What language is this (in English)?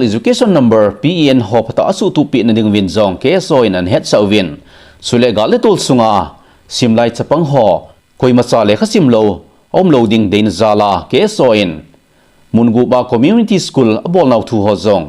Thado Chin